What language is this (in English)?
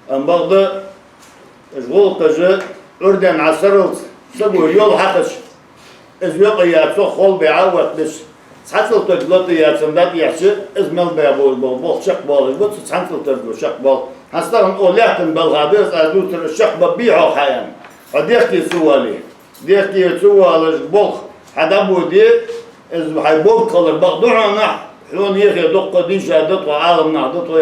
Ingush